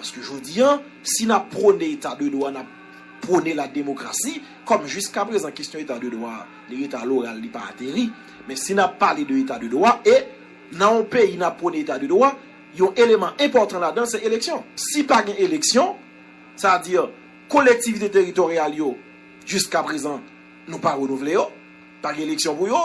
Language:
Haitian Creole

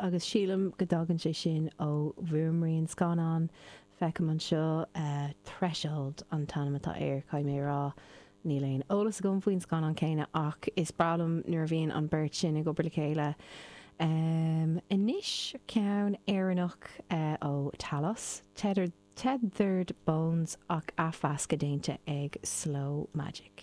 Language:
Irish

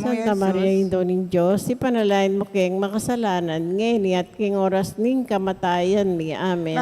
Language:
Pampanga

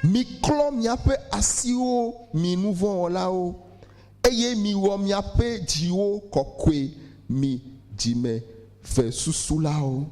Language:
Ewe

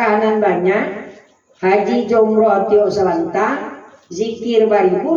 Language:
Minangkabau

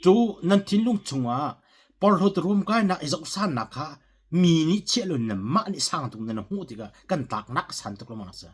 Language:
Hakha Chin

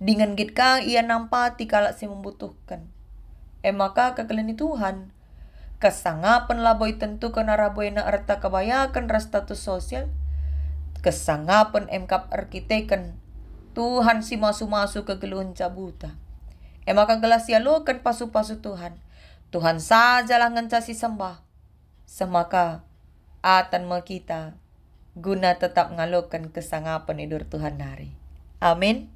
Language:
Batak Karo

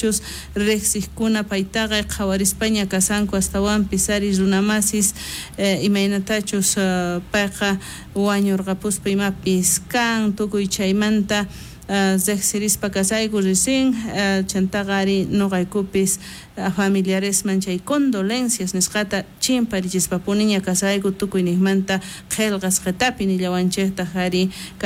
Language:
South Bolivian Quechua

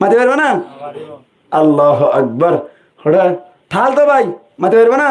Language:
Rohingya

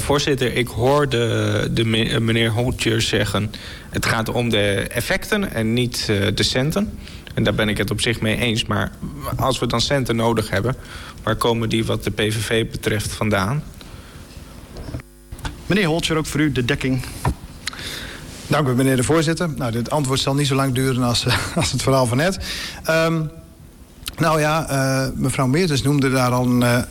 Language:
Dutch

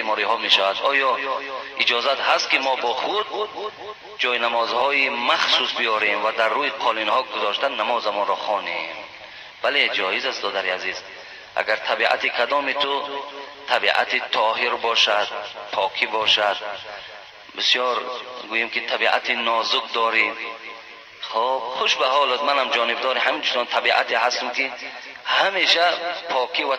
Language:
Tajik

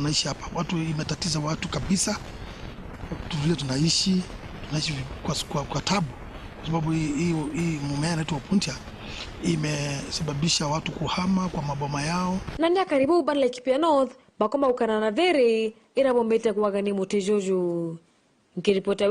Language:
Meru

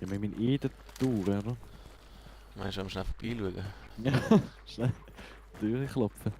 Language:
Swiss German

